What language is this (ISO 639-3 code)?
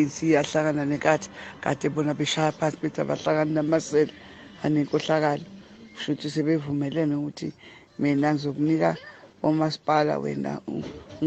zul